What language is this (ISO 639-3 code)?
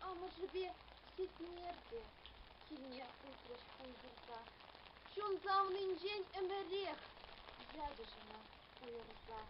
chv